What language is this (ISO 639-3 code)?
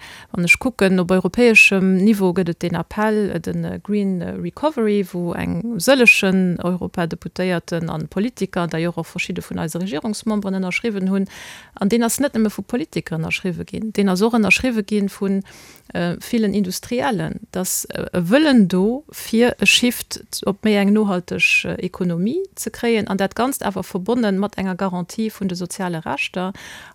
ltz